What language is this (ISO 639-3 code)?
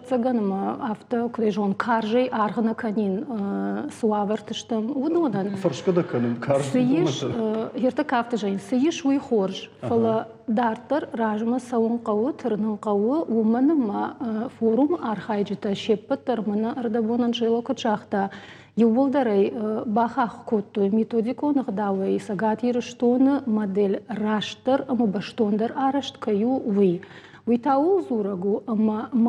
oss